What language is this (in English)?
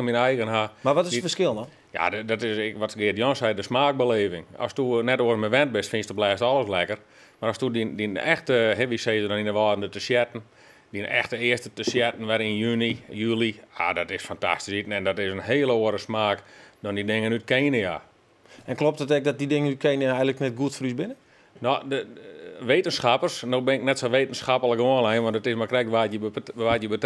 Western Frisian